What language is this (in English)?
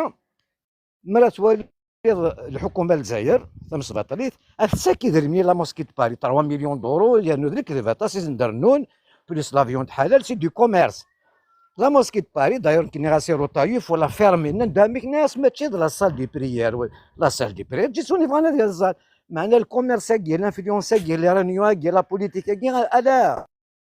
Kabyle